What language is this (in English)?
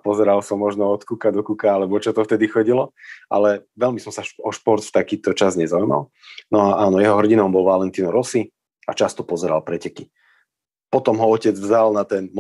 Slovak